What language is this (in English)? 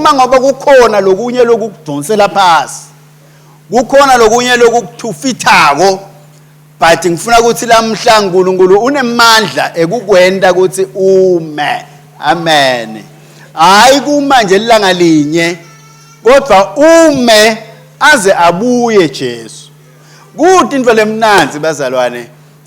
Swati